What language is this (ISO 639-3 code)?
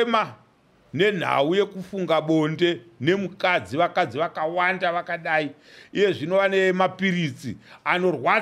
sna